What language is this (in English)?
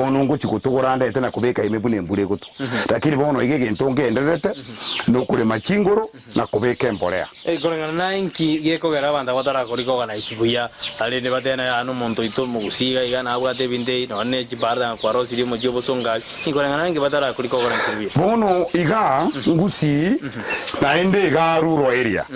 Gusii